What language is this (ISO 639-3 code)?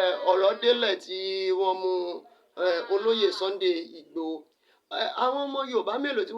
yor